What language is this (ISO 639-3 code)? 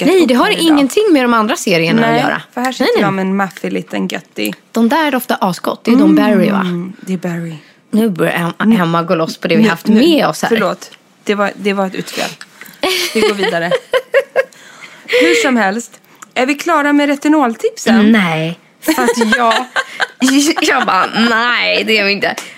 swe